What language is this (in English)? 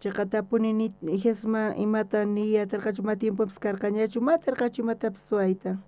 South Bolivian Quechua